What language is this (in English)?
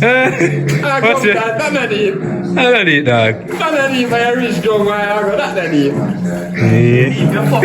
Jamaican Creole English